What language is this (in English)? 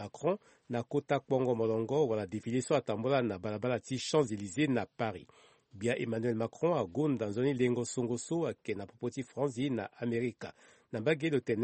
Sango